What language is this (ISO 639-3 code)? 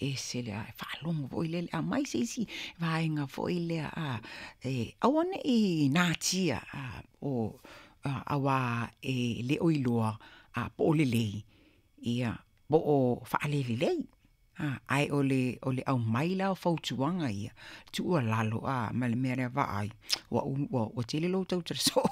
smo